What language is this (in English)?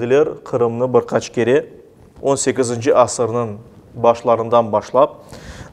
Crimean Tatar